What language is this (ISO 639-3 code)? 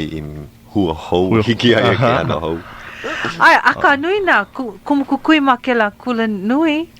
haw